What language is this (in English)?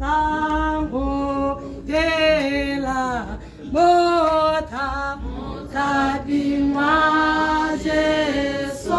Tswana